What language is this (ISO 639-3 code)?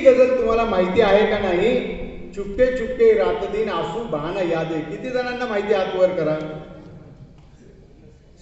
mar